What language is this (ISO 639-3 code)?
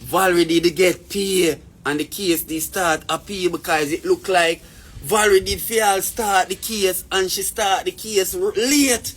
jam